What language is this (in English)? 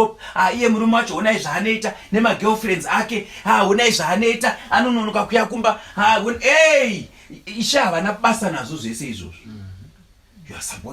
Shona